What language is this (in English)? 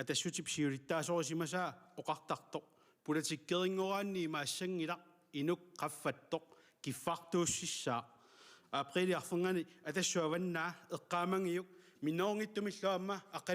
Kalaallisut